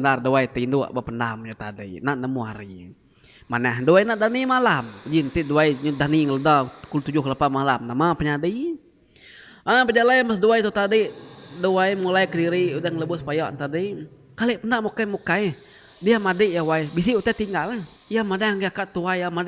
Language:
Iban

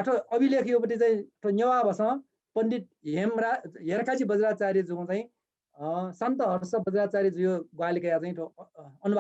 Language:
Newari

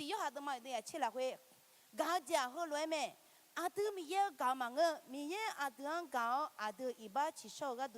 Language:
Akha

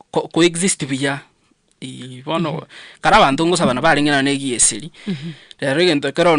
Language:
Gusii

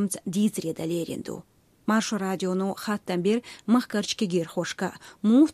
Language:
Chechen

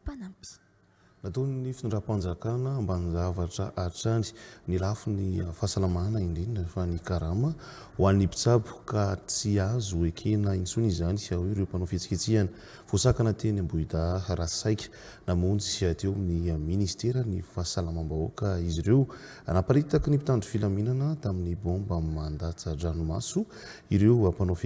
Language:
Malagasy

